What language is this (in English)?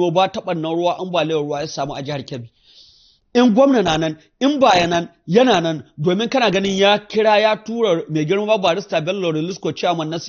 Hausa